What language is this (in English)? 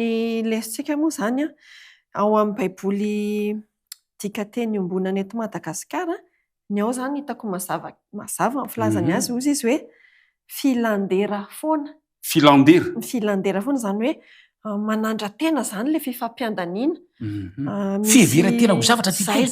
Malagasy